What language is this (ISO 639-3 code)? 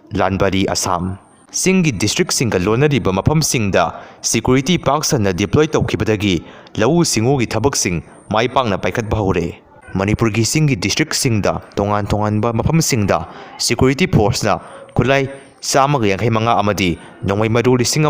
mni